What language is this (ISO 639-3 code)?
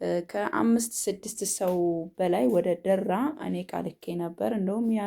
amh